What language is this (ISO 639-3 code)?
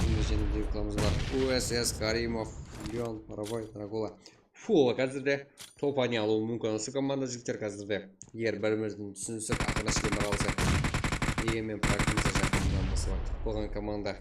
kaa